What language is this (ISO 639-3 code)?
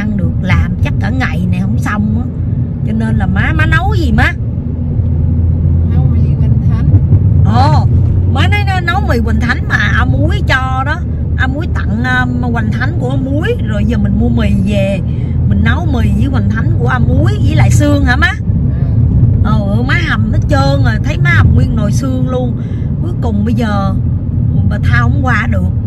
vie